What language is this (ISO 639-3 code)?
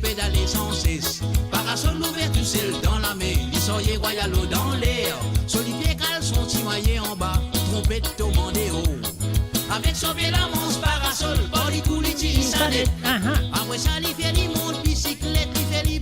mfe